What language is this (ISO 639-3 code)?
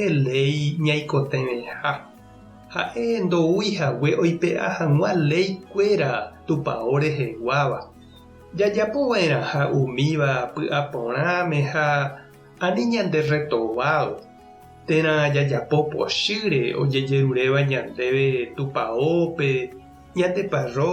grn